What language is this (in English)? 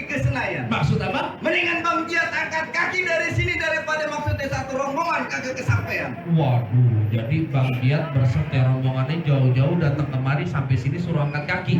Betawi